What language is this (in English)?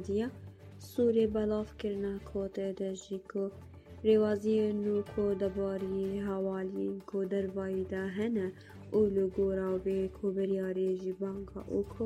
Kurdish